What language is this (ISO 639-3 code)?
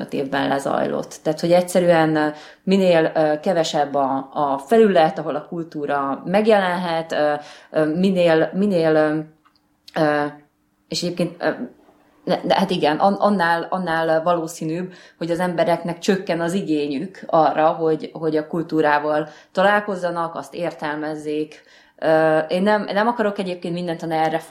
hun